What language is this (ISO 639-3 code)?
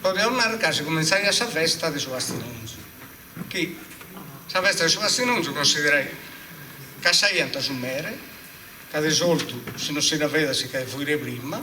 srd